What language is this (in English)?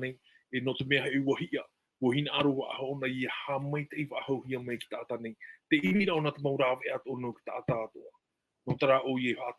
Tahitian